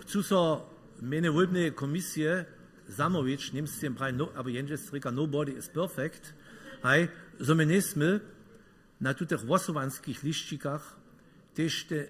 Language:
Upper Sorbian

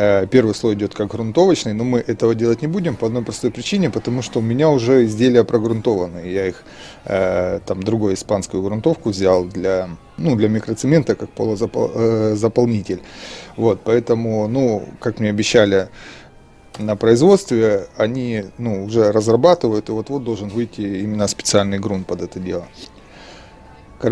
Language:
Russian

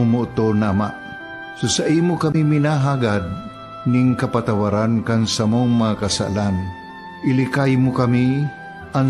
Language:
Bikol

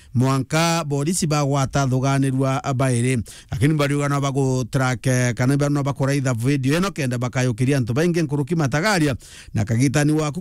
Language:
Meru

